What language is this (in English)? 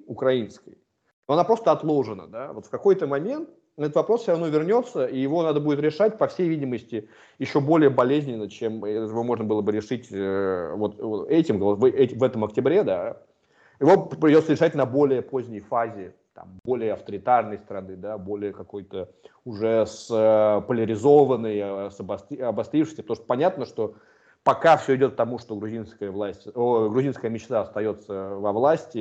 Russian